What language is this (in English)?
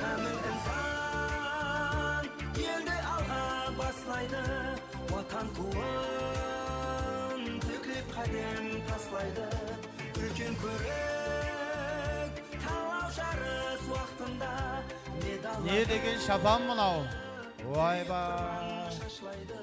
Kara-Kalpak